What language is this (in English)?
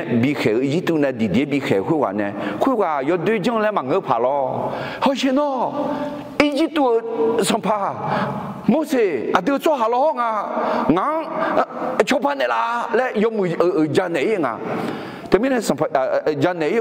Akha